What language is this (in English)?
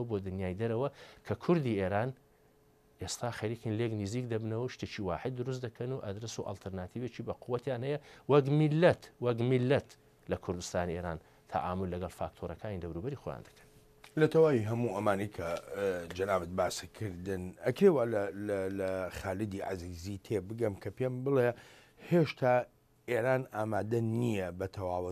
Central Kurdish